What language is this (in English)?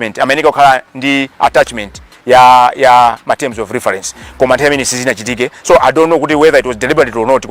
Nyanja